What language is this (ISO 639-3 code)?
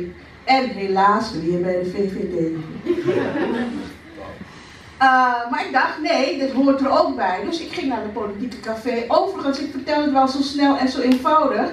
nld